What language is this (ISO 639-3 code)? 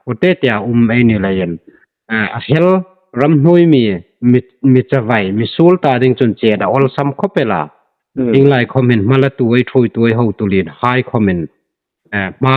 hmr